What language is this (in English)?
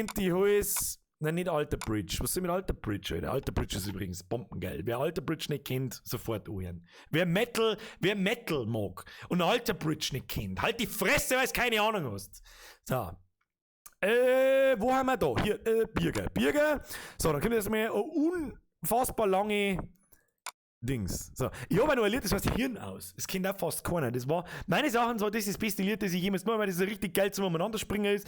Bavarian